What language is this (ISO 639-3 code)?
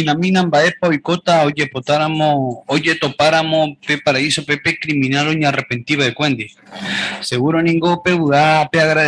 grn